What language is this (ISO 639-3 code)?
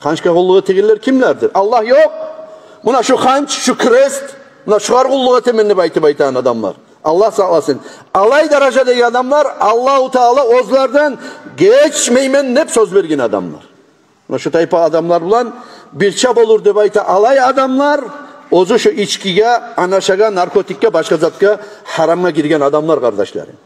kum